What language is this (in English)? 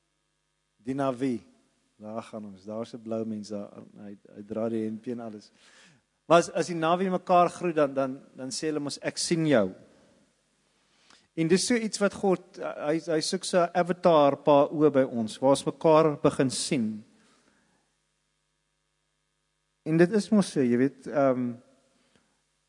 Afrikaans